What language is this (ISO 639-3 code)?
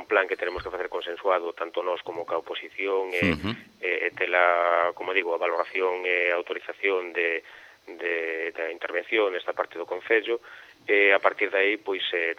glg